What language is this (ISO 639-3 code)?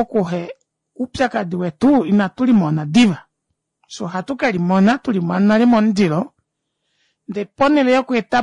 kua